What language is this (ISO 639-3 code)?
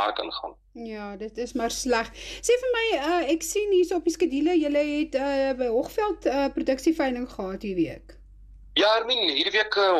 afr